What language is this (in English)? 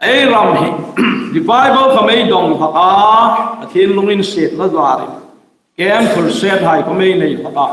Hmar